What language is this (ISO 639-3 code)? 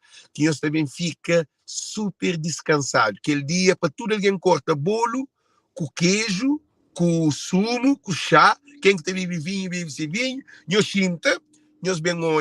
kea